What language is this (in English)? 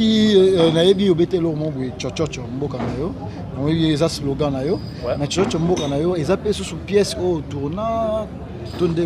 Lingala